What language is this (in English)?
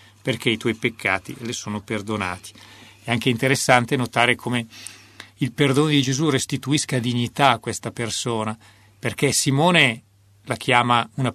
Italian